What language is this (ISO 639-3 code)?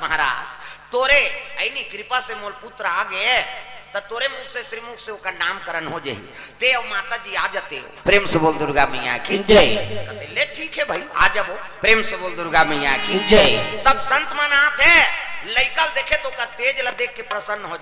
hne